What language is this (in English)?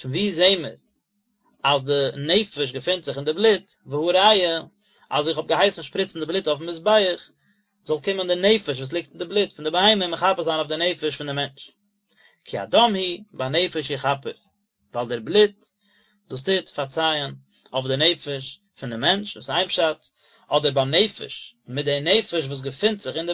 Yiddish